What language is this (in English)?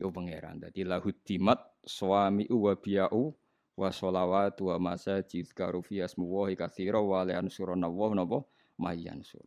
Javanese